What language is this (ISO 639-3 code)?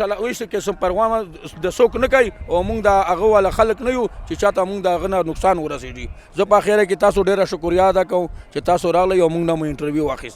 pus